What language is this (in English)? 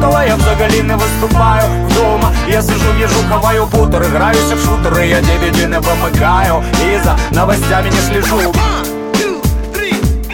Ukrainian